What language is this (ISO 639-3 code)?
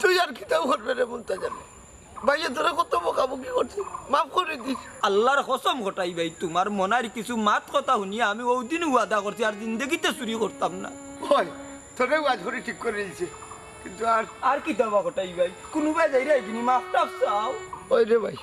syl